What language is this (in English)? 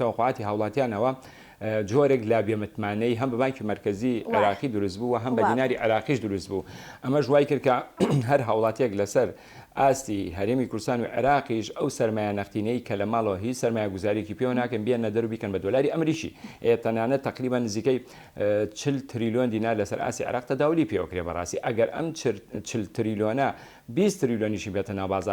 Central Kurdish